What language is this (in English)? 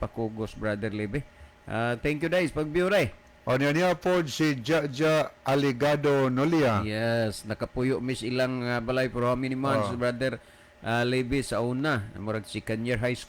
Cebuano